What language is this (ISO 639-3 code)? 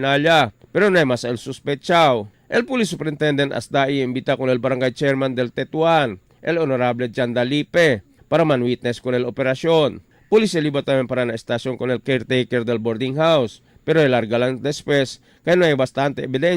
cbk